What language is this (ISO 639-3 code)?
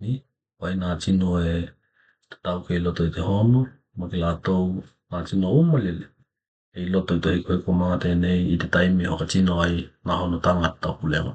tkl